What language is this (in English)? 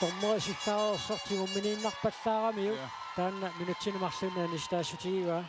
Kalaallisut